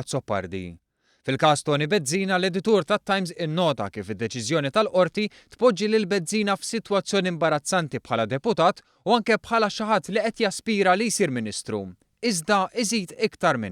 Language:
Maltese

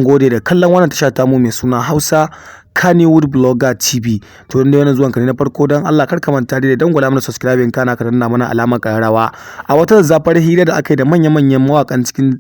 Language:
Hausa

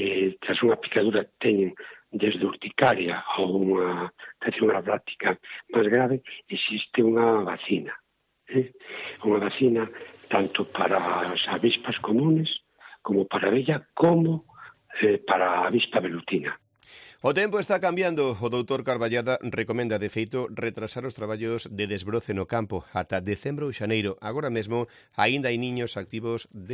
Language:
Galician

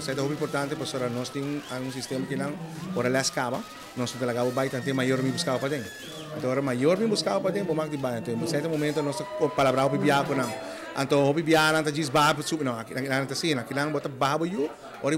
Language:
Papiamento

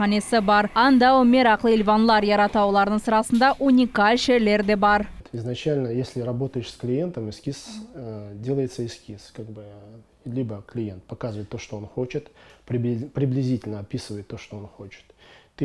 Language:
Crimean Tatar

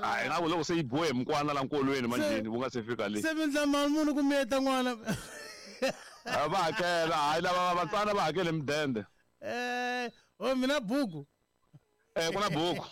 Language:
Tsonga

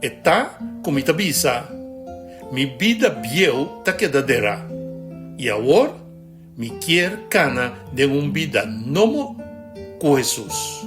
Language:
Papiamento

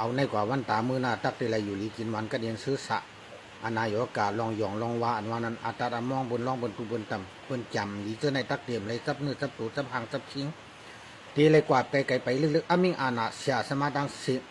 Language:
Shan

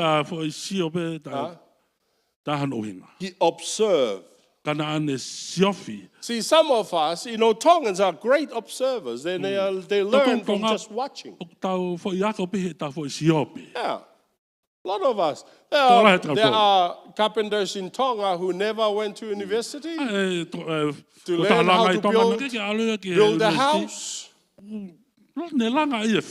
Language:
Tongan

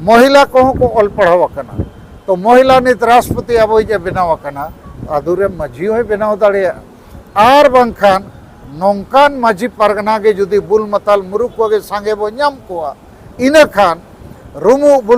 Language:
Santali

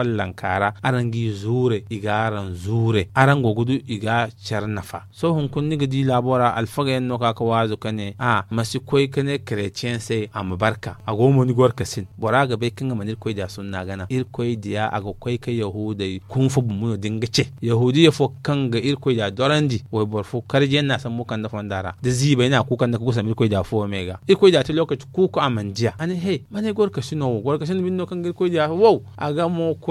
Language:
Zarma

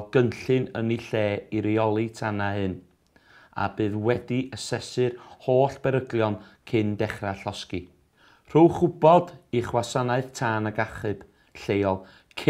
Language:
Welsh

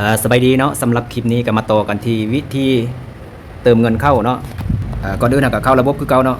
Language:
Lao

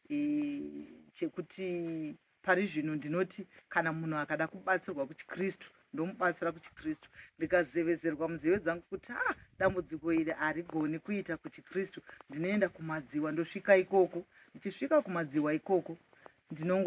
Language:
Shona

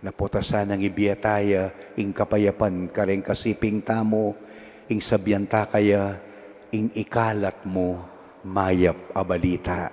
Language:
Pampanga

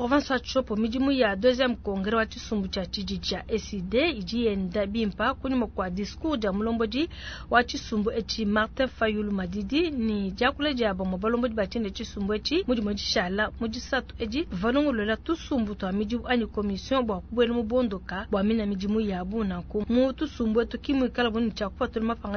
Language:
Luba-Lulua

